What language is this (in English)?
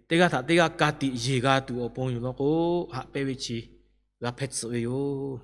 Lahu